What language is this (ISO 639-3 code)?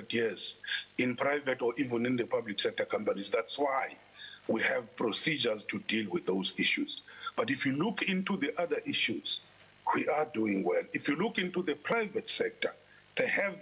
eng